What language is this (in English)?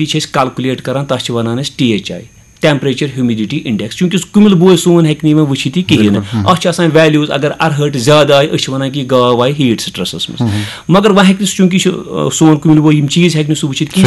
Kashmiri